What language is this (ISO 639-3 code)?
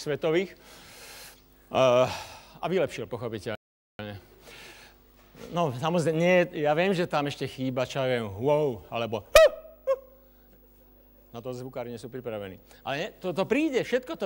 slk